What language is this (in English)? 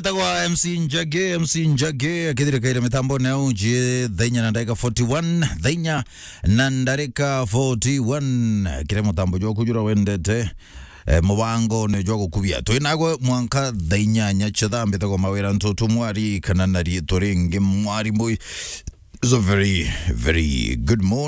Meru